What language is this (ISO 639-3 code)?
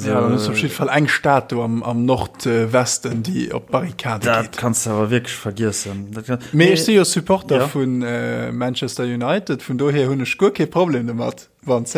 ltz